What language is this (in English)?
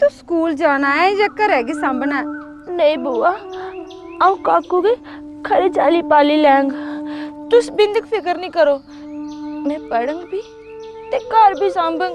Dogri